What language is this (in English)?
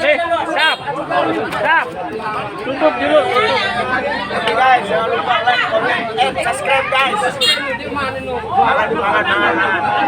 Sasak